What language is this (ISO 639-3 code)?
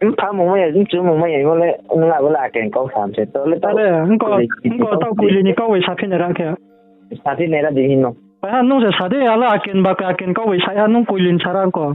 ria